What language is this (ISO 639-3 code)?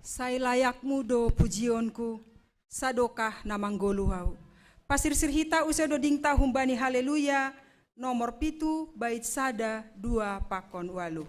bts